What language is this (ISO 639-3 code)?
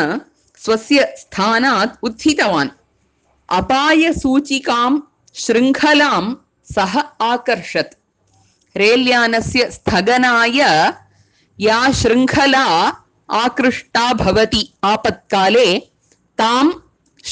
san